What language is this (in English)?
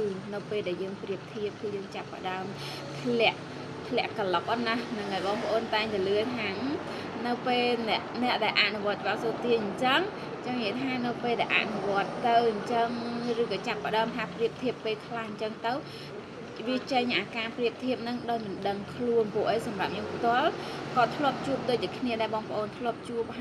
Khmer